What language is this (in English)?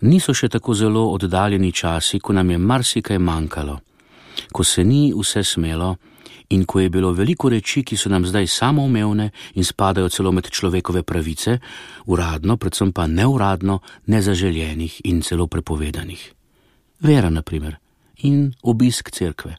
Slovenian